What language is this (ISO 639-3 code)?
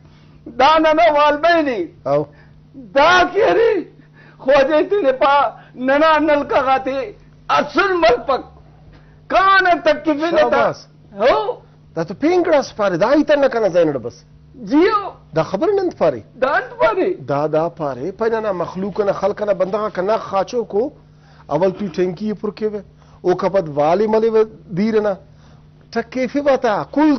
brh